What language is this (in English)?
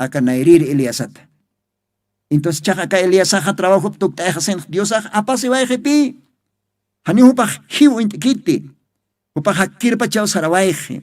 Aymara